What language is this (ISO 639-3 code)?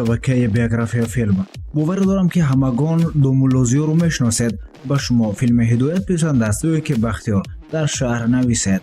tgk